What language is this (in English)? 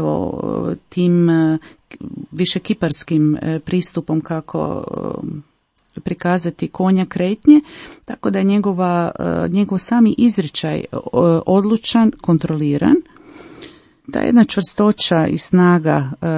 Croatian